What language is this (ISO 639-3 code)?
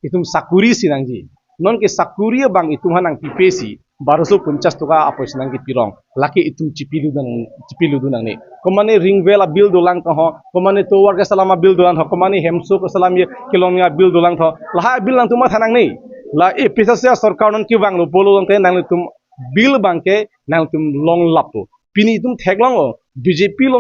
mjw